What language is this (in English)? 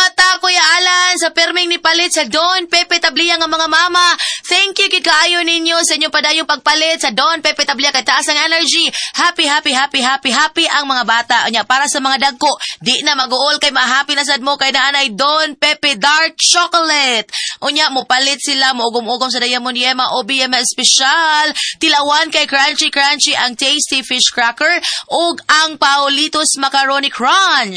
Cebuano